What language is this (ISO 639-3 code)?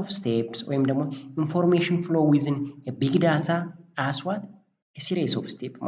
amh